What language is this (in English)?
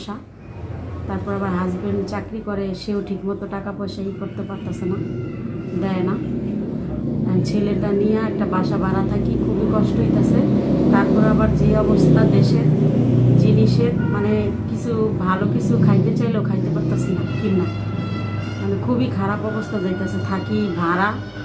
Bangla